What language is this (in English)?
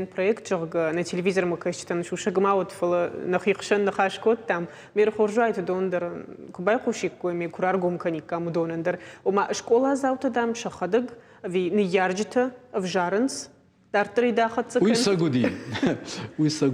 Ossetic